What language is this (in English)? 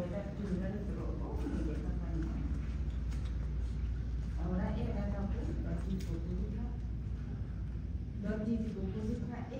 S'gaw Karen